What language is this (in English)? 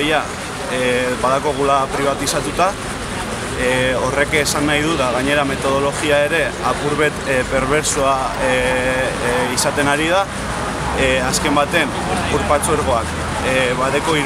Basque